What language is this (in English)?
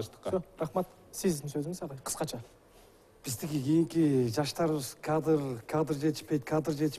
Kyrgyz